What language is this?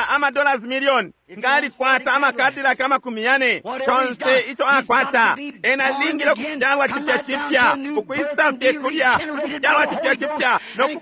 Bemba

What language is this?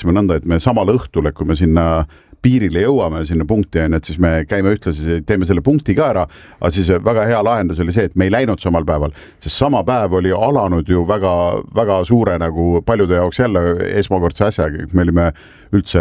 Estonian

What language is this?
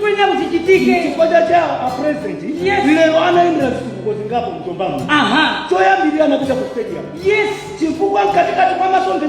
Nyanja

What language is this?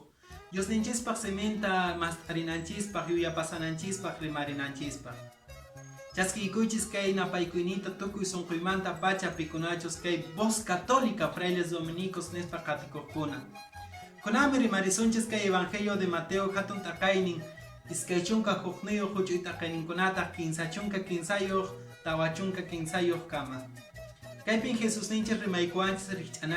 Quechua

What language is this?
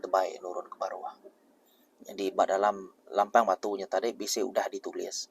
Iban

